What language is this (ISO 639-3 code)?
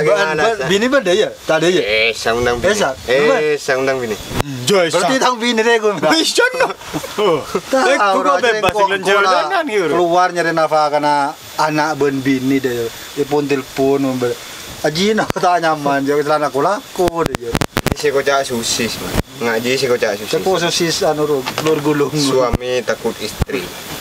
mad